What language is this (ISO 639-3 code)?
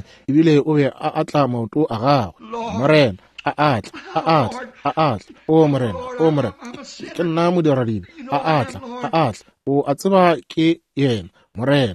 nso